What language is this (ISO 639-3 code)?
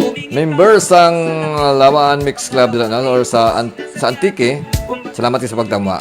hil